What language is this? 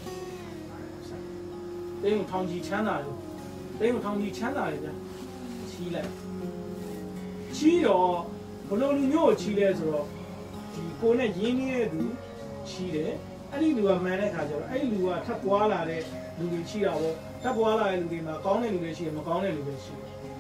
Burmese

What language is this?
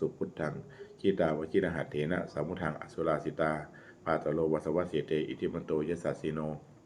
Pali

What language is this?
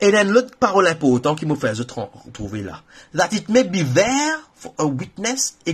Morisyen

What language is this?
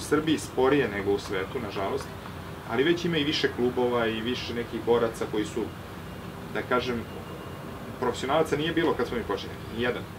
Serbian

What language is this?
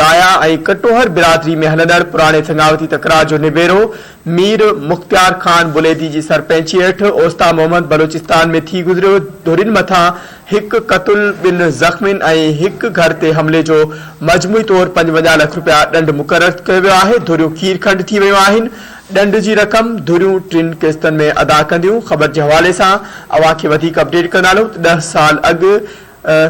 Sindhi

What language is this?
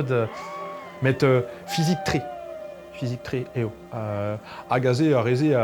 Breton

